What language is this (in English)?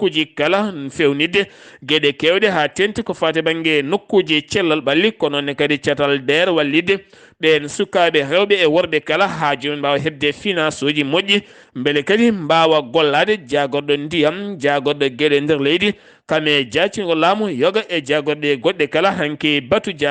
Fula